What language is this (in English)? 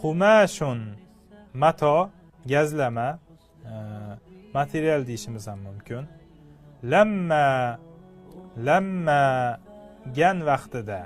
Uzbek